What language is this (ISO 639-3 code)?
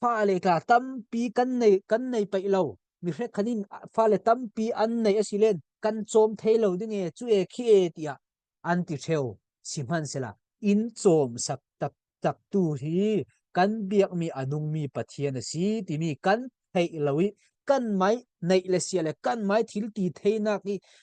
cfm